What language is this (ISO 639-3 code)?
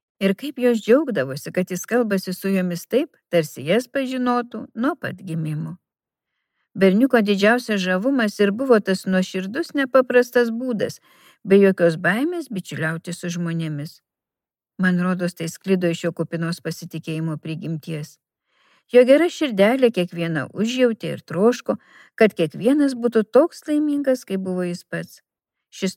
lit